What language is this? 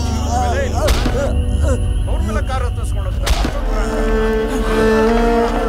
Kannada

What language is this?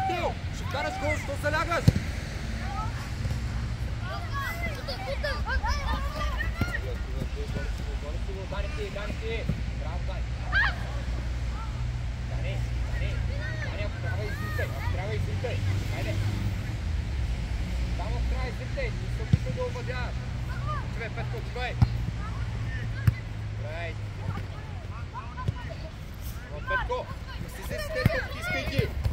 Bulgarian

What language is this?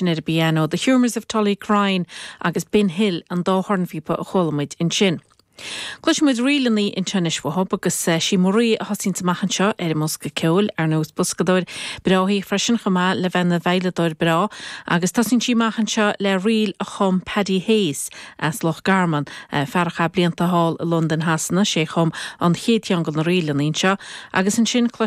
Irish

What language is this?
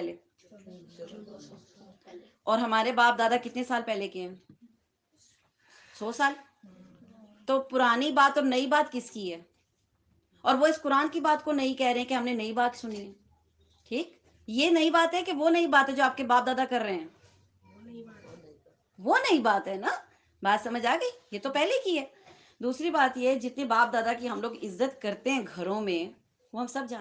Urdu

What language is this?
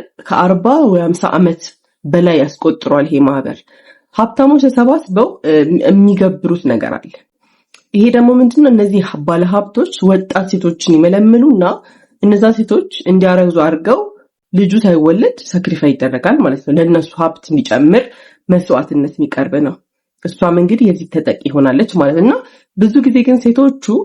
Amharic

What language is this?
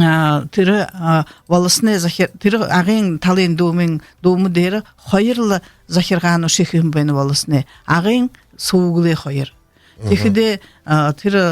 Buriat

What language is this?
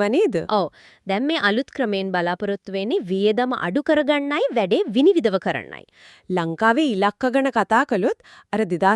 Sinhala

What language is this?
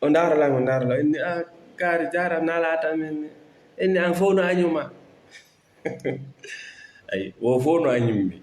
Fula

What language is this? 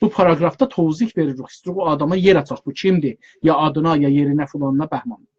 South Azerbaijani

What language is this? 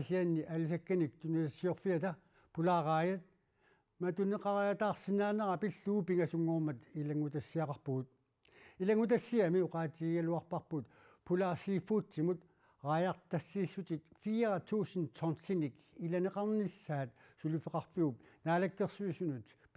Kalaallisut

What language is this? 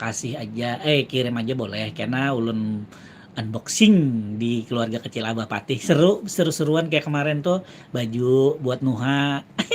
Banjar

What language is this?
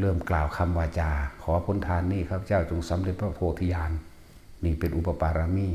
Northeastern Thai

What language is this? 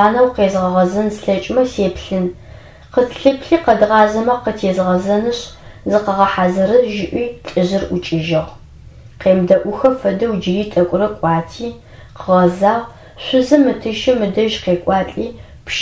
Adyghe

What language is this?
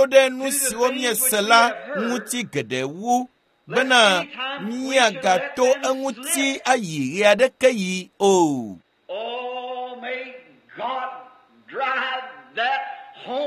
Ewe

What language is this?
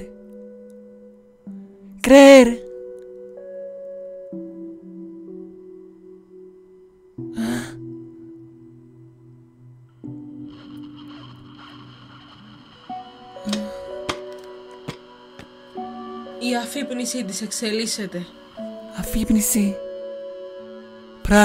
Greek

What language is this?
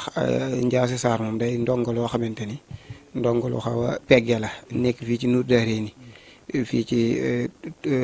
Wolof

